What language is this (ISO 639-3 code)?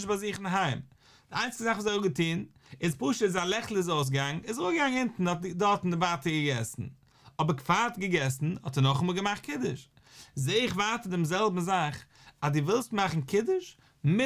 yid